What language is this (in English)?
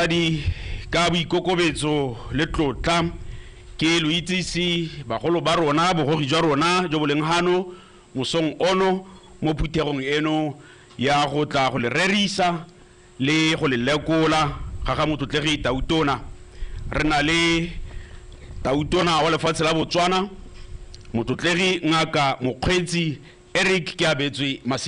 Tswana